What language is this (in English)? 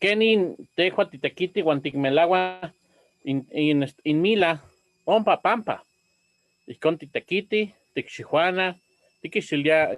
Eastern Huasteca Nahuatl